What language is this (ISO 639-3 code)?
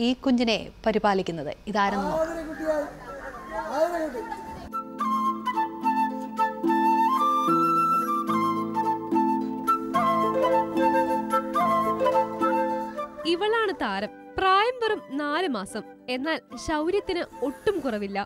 mal